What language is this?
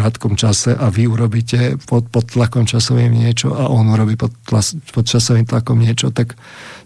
Slovak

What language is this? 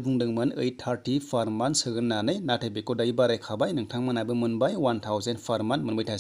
Bodo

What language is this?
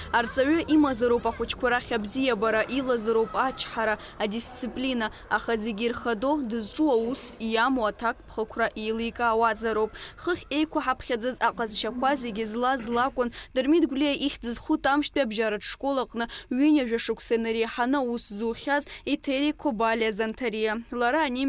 Abkhazian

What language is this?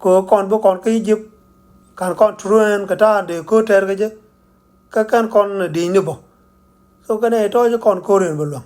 Nuer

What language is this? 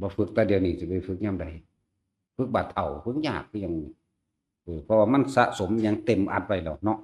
Northeastern Thai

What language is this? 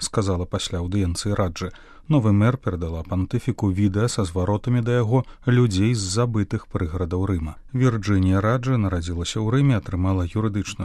Belarusian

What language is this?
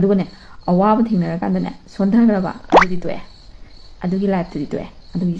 Manipuri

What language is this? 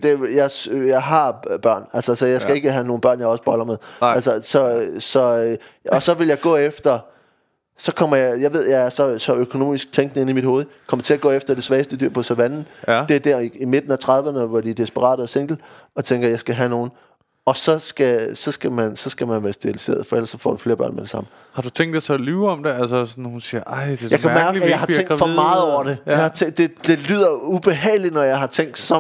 Danish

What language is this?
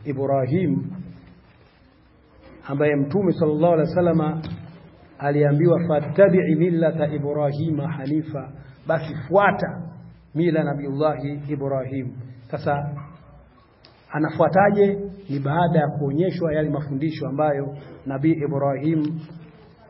Swahili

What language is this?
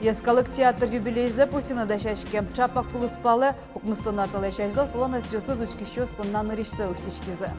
Udmurt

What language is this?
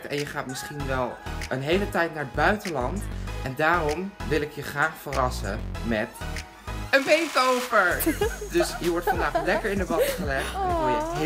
Dutch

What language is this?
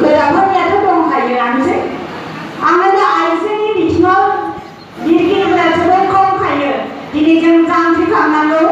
Bodo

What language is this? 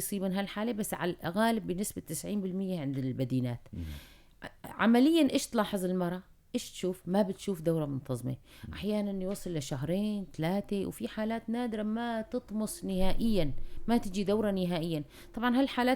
North Levantine Arabic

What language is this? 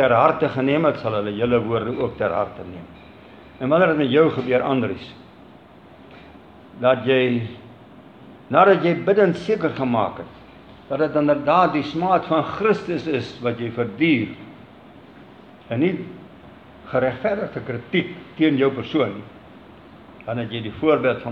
Afrikaans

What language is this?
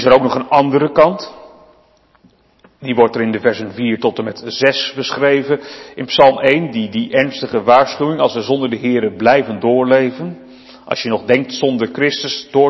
Dutch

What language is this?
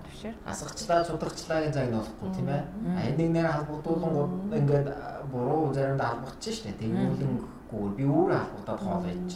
Mongolian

